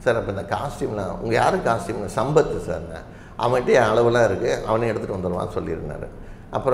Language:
Tamil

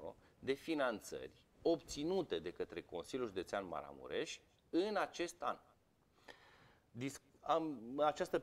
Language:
Romanian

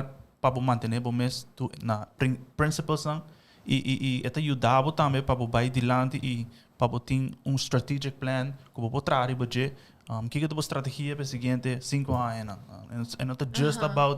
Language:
Papiamento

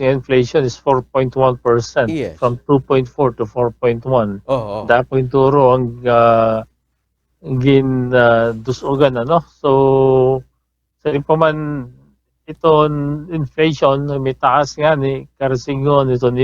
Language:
Waray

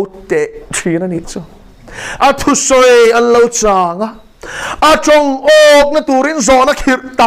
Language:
Mizo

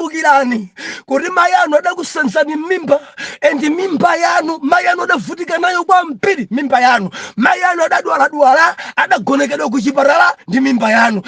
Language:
Nyanja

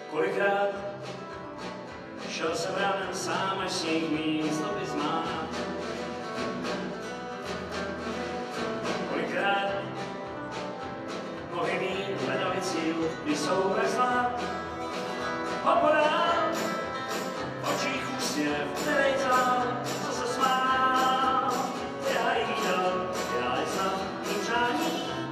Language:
Czech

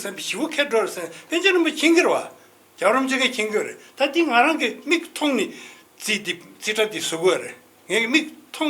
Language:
Tibetan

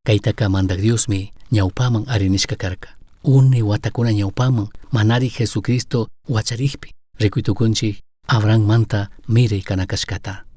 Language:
Chimborazo Highland Quichua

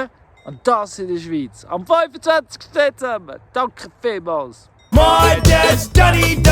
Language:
Swiss German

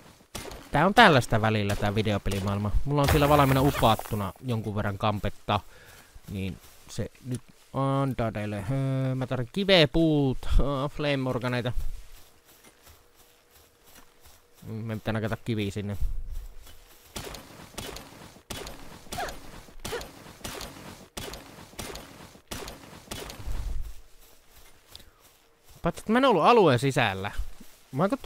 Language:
Finnish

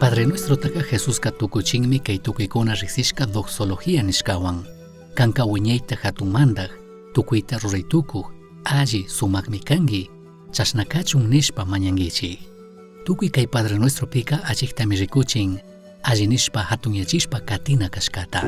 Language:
Chimborazo Highland Quichua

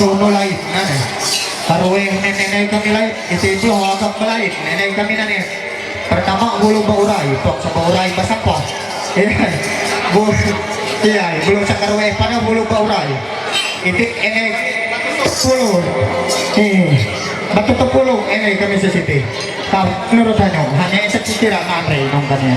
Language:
Ma'anyan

